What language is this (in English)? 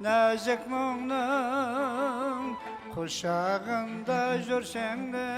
Kara-Kalpak